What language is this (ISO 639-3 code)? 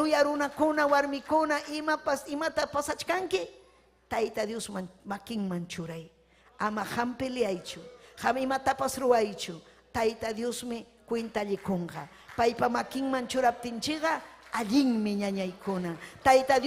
quy